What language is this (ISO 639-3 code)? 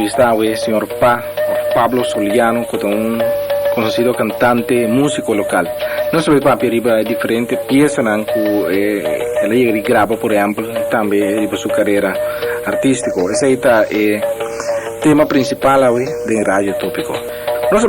pap